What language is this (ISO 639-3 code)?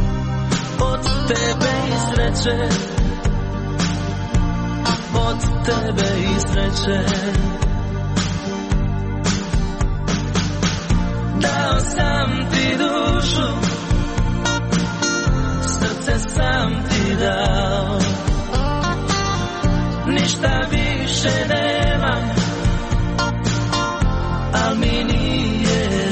hrv